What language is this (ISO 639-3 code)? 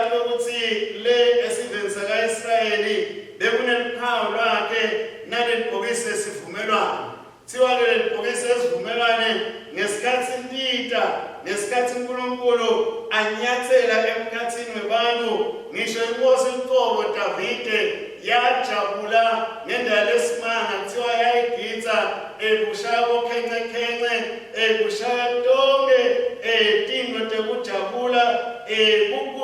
ssw